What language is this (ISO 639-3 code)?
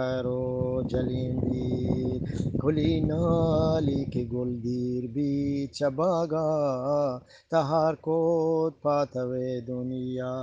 bgp